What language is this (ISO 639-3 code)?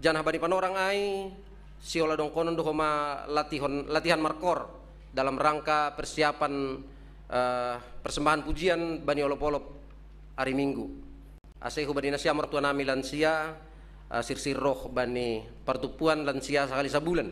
bts